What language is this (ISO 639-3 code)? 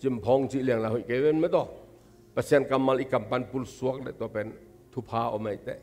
ctd